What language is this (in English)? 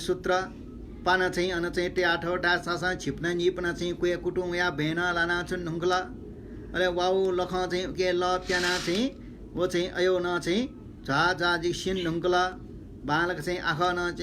Newari